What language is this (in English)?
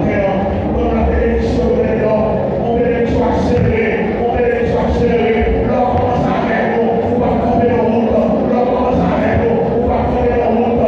Haitian Creole